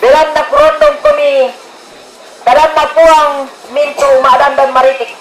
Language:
Toraja-Sa'dan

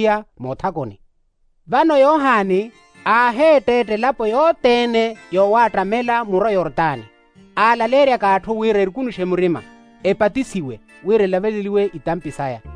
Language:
Makhuwa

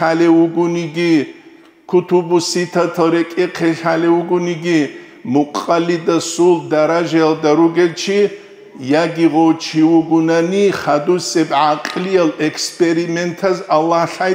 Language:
Avaric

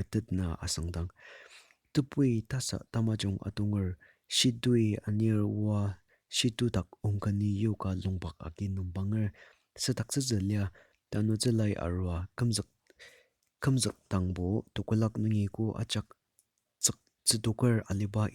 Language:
Ao Naga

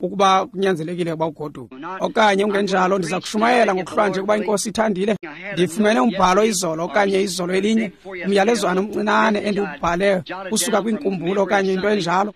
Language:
Xhosa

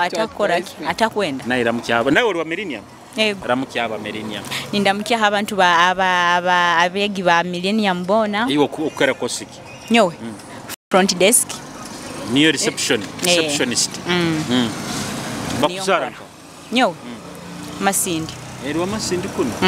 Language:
Nyoro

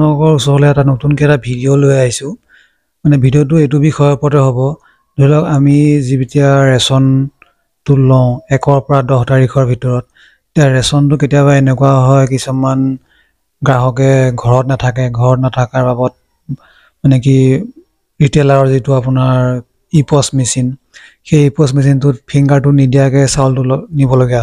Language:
Assamese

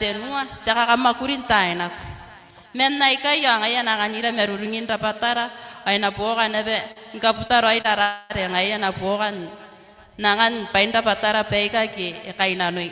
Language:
Gilbertese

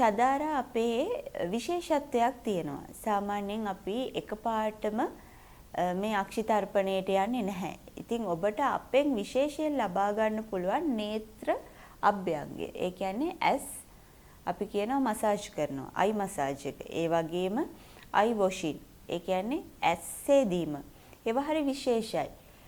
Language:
Sinhala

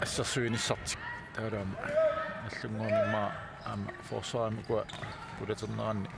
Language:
Kalaallisut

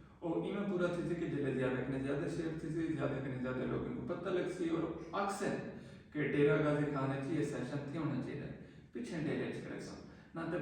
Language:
Saraiki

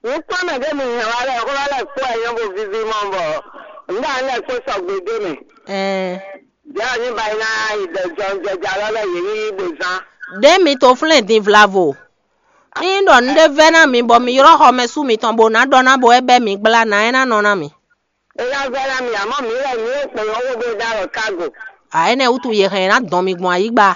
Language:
Fon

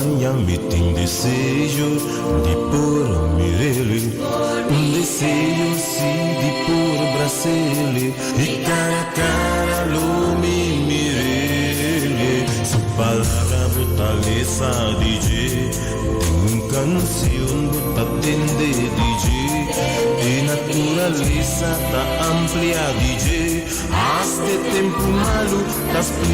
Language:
Papiamento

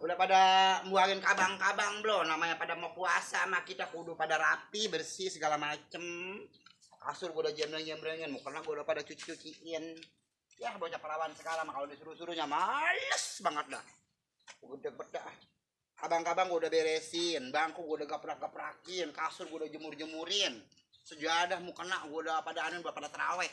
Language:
Betawi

